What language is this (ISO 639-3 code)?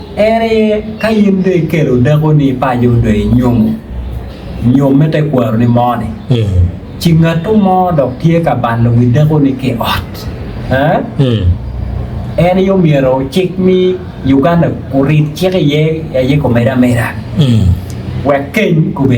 ach